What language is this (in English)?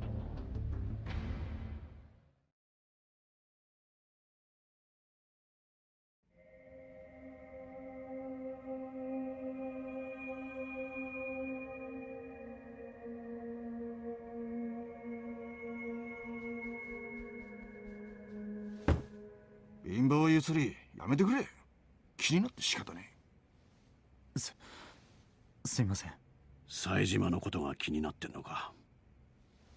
Japanese